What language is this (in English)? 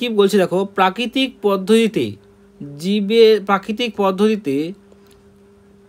Bangla